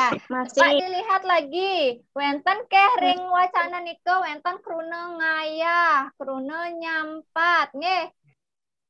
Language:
Balinese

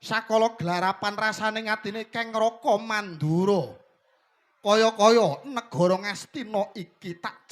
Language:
Javanese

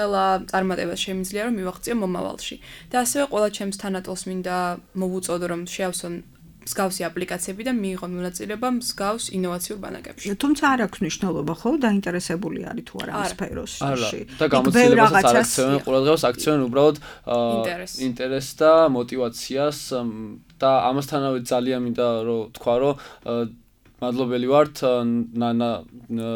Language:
Georgian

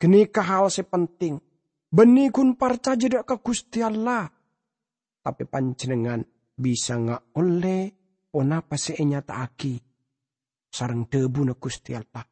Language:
Madurese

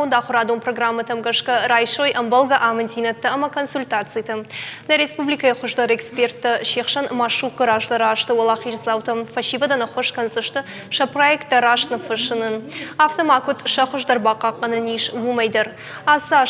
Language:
Ossetic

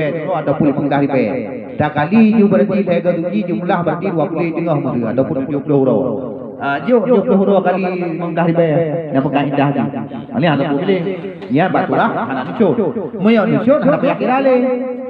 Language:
Achinese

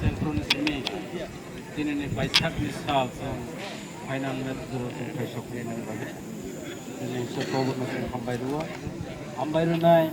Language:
Kok Borok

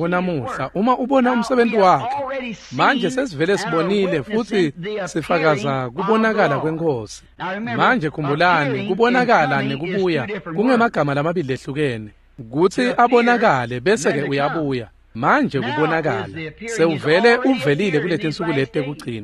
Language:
Swati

